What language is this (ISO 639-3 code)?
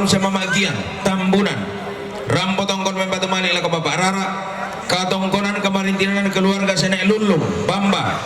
sda